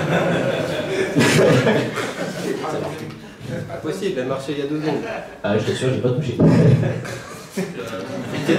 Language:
French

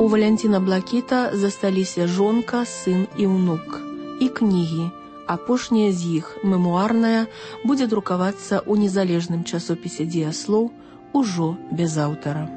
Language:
Belarusian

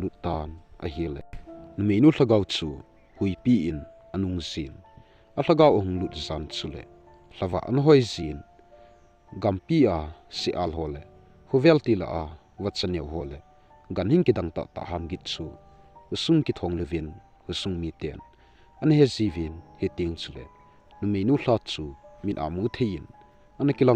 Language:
Thado Chin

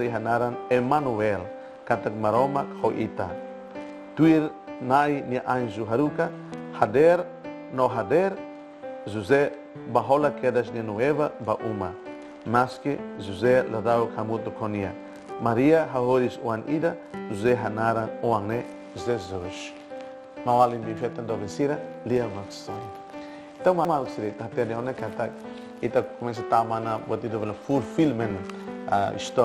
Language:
Tetum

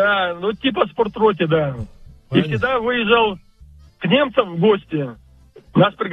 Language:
Russian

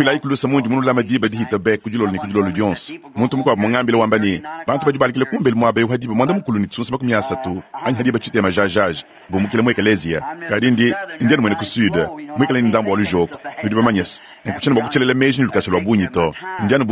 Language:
Luba-Lulua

